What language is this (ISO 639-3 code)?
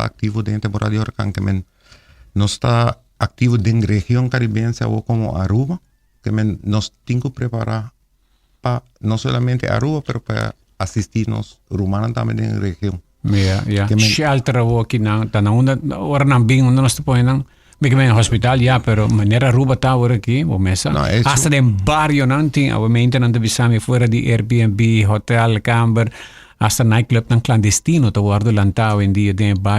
pap